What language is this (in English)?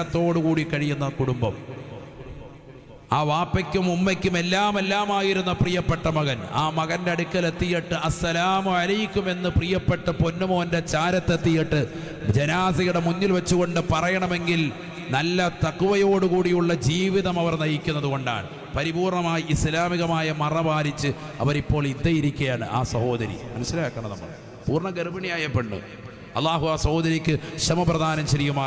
Malayalam